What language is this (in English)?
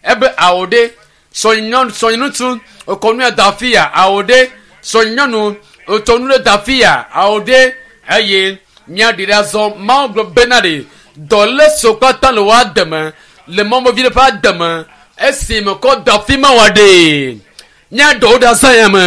Ewe